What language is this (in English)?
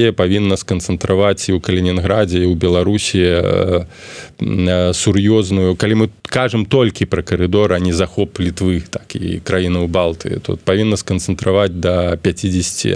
Belarusian